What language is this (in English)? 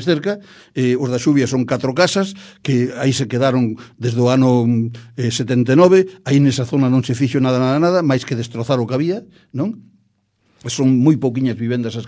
Galician